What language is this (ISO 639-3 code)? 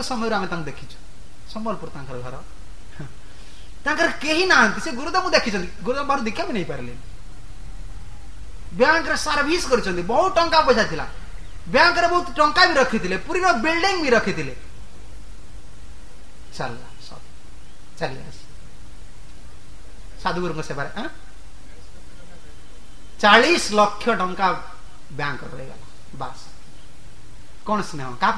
ori